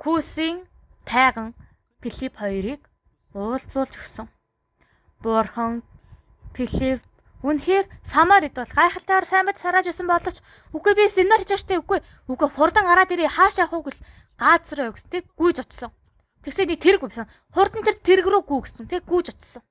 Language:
Mongolian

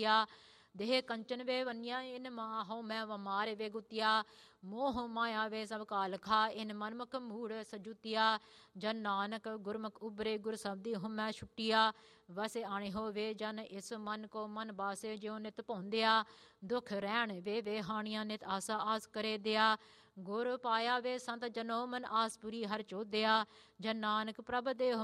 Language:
Punjabi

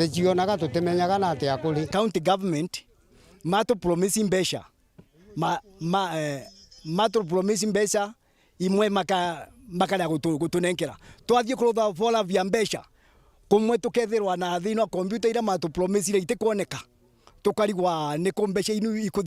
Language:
Meru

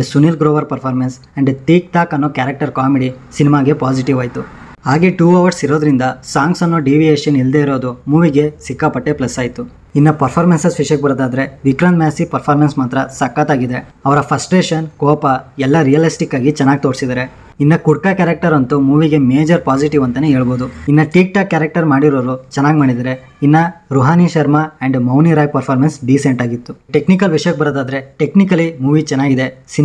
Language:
Kannada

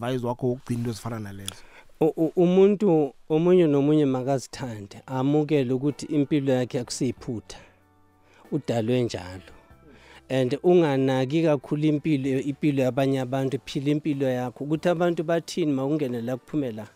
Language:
South Ndebele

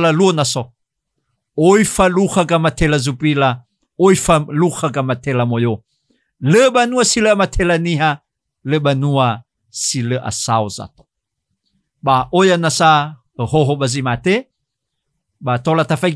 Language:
Nias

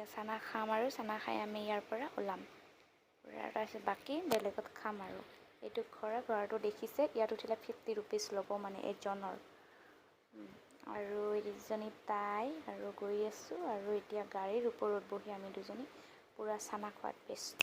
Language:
Assamese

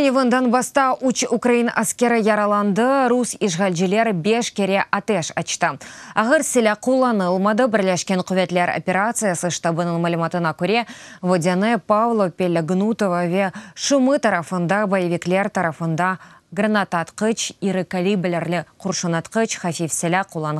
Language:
Crimean Tatar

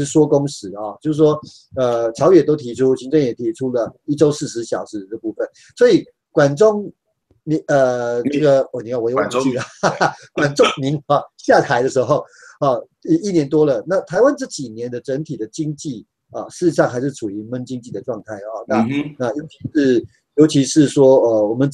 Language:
Chinese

